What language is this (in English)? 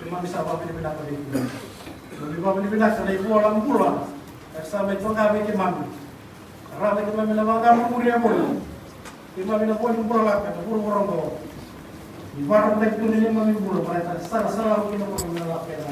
Fijian